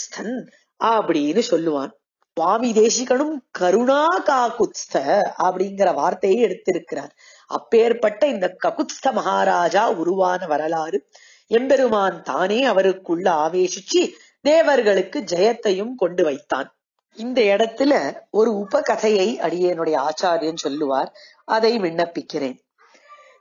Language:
Tamil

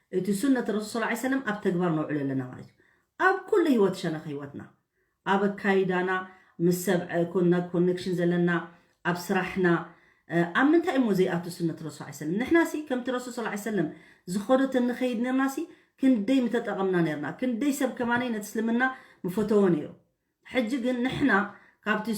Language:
Tigrinya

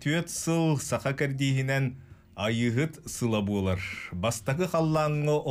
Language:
Yakut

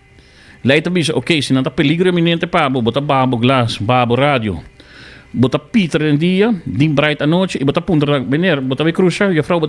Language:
Papiamento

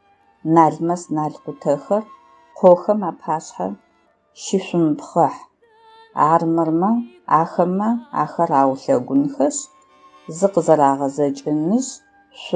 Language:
Adyghe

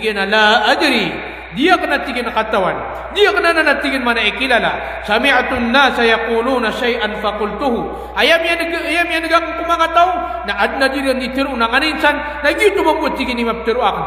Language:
Maranao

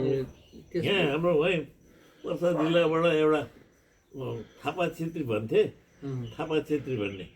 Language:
Nepali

